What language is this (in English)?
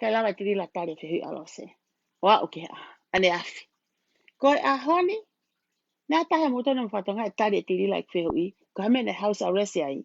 Tongan